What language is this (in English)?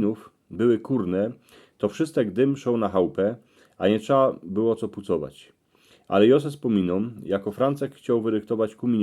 Silesian